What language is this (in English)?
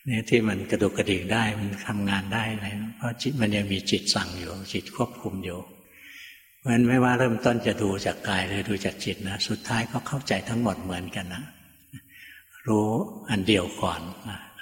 Thai